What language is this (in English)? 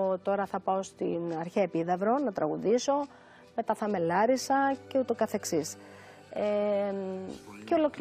Greek